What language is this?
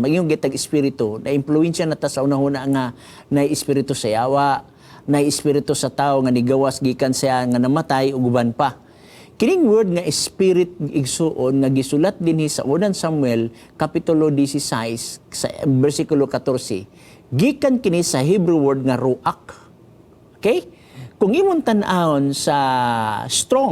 Cebuano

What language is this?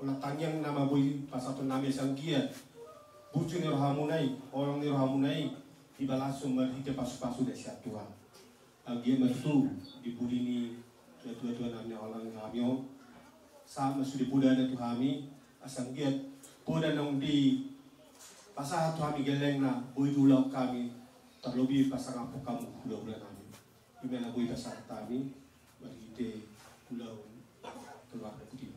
Batak Toba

